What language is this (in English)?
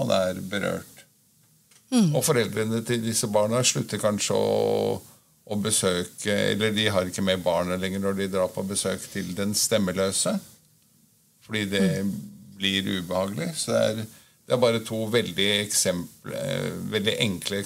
Norwegian